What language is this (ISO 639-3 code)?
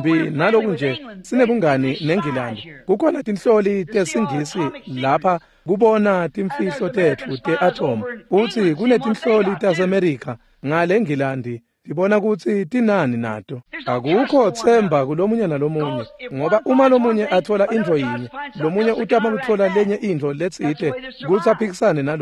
ssw